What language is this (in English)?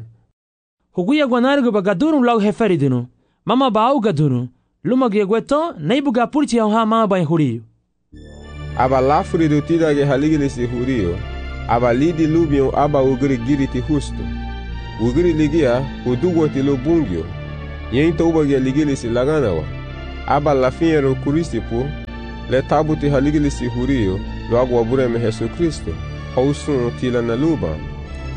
Garifuna